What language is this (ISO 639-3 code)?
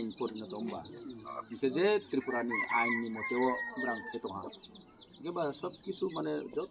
trp